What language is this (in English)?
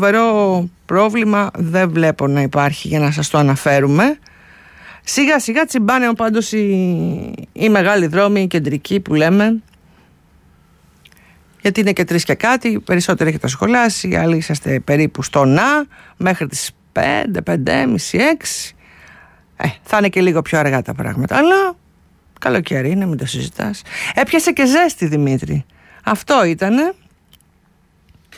Greek